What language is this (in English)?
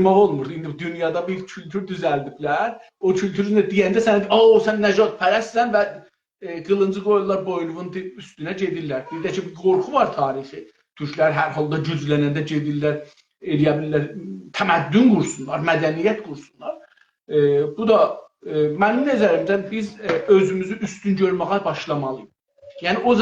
South Azerbaijani